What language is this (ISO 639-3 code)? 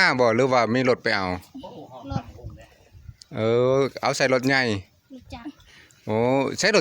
lao